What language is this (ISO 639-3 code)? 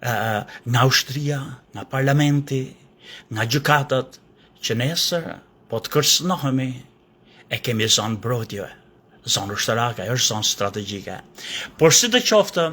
sqi